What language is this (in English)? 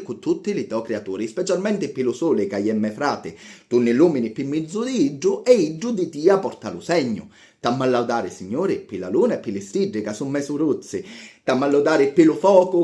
Sicilian